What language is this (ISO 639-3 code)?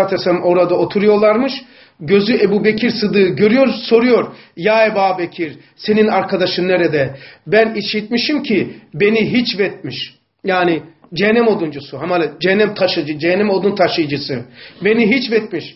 tur